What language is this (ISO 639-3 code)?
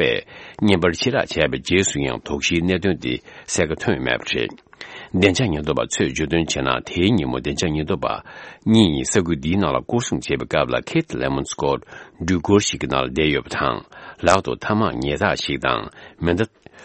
bod